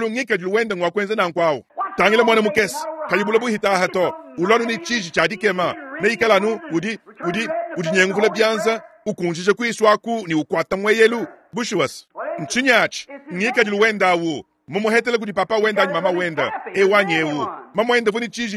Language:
Luba-Lulua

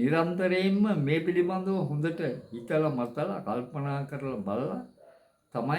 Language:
Sinhala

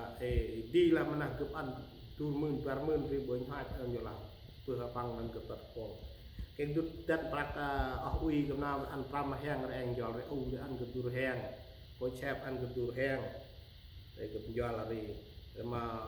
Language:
Central Mnong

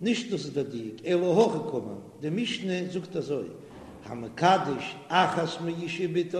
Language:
Yiddish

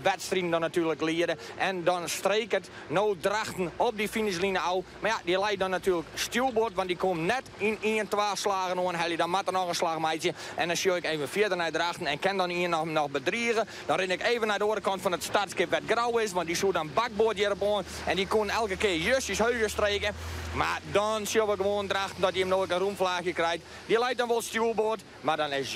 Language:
Western Frisian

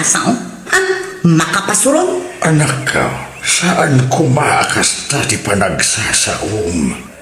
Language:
Iloko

